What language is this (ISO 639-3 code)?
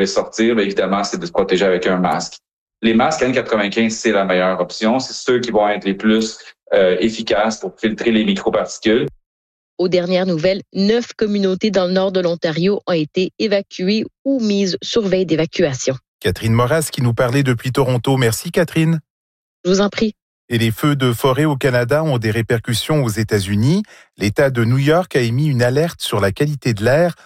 fra